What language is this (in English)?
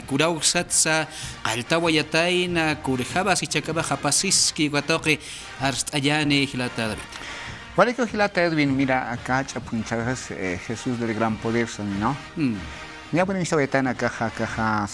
Aymara